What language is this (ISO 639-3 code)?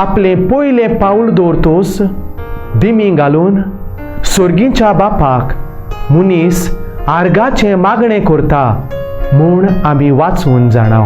kok